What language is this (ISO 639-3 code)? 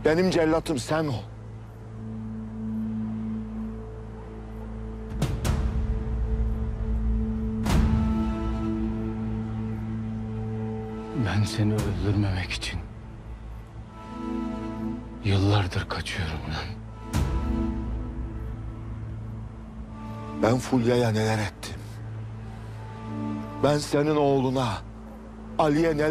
tur